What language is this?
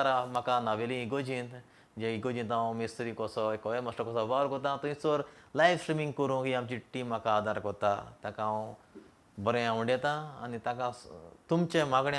Konkani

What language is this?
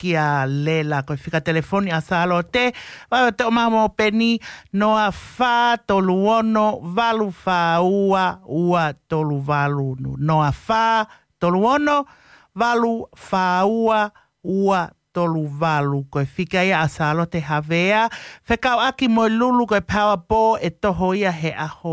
Tongan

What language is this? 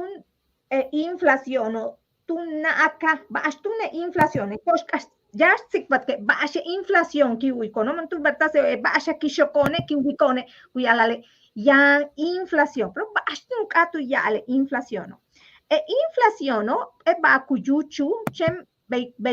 Yucateco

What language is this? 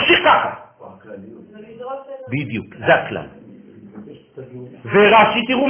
Hebrew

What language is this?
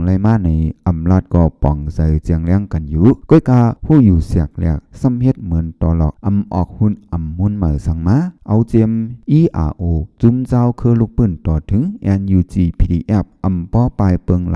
Shan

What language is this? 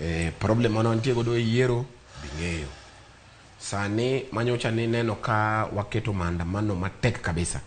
Luo (Kenya and Tanzania)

